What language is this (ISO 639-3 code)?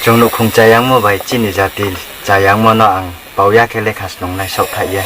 ria